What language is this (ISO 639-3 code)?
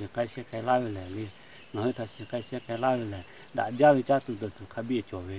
lhu